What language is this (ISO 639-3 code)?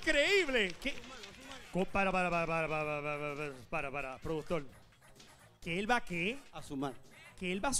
spa